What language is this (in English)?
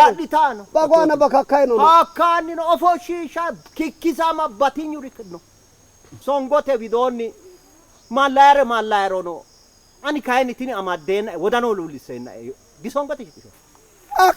Sidamo